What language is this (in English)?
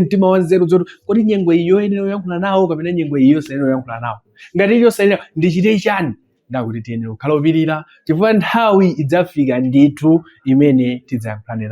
Nyanja